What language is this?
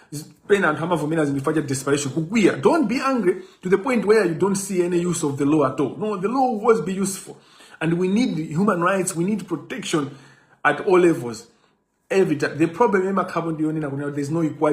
Nyanja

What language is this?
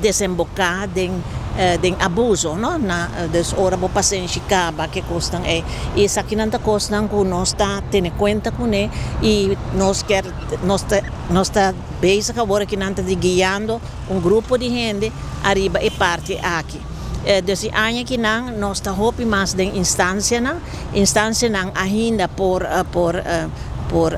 Papiamento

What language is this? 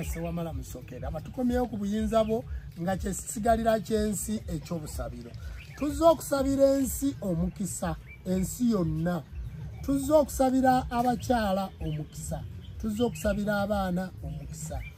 Ganda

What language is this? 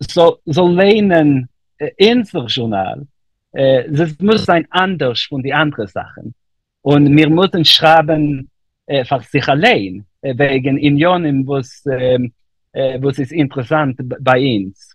Yiddish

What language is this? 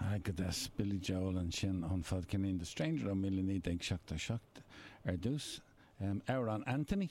Irish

